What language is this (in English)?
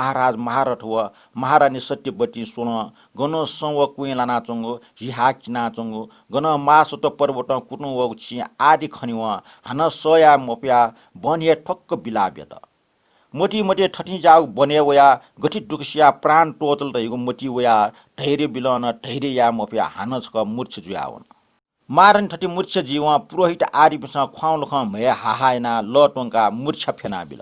Newari